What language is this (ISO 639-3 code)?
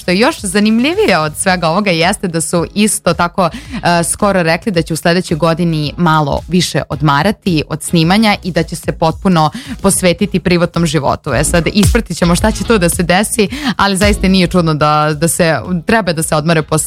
srp